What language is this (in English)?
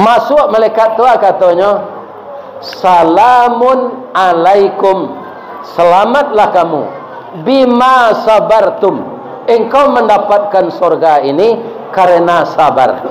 Minangkabau